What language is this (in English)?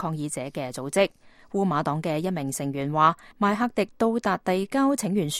Cantonese